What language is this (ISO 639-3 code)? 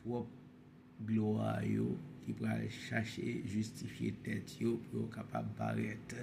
hat